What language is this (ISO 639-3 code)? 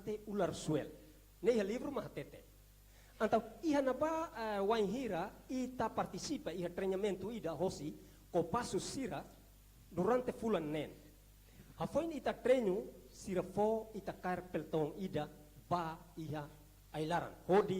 tet